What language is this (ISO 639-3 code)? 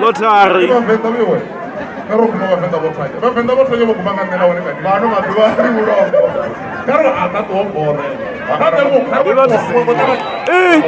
ven